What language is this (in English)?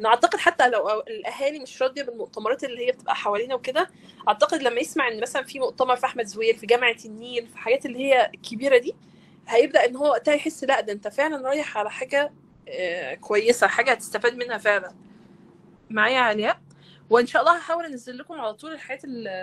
Egyptian Arabic